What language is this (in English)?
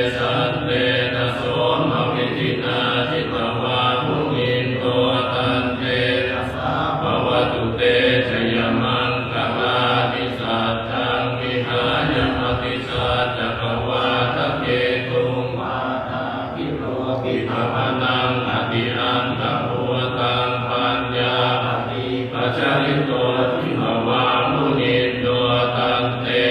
Pali